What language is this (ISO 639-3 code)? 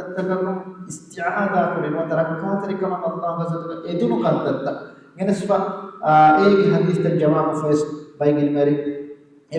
div